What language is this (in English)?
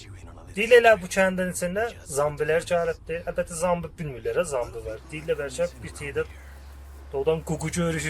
South Azerbaijani